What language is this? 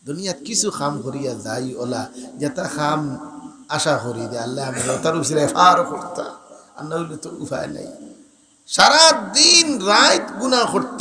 Sylheti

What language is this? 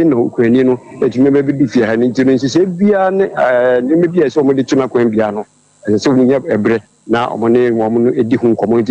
Akan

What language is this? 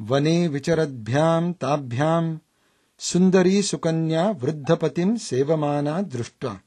Sanskrit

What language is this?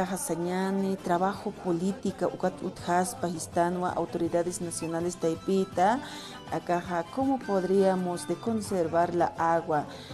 Aymara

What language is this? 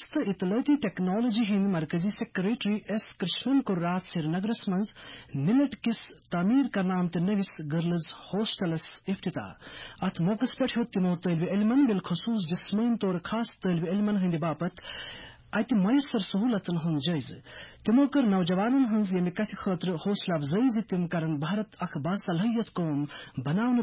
Kashmiri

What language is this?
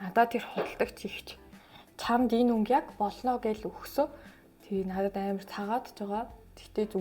Mongolian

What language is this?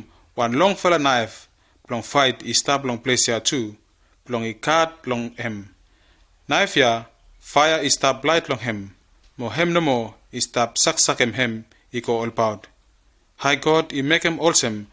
Bislama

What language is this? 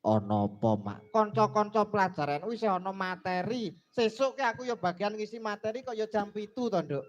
Javanese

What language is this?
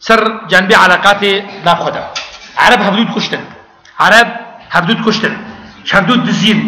Kurdish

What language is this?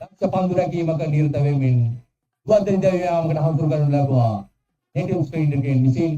Sinhala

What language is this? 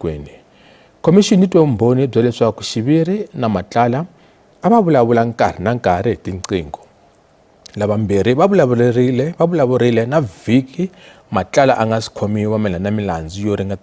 Tsonga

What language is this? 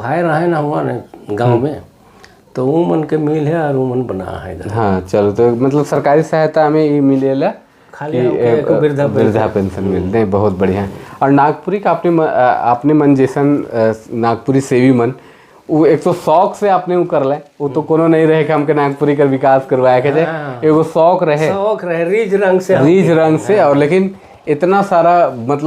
Sadri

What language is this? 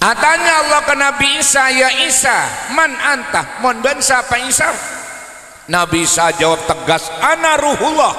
Madurese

